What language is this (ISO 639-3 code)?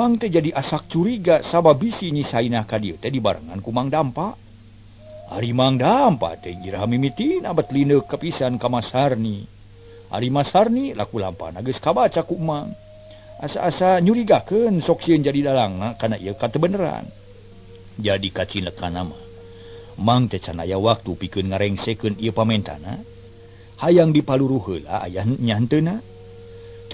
sun